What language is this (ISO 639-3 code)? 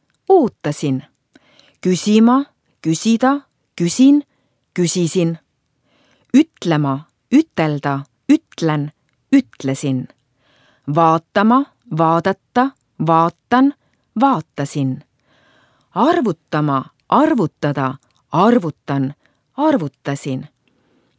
est